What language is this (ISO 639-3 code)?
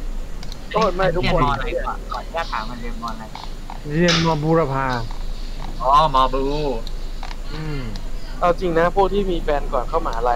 tha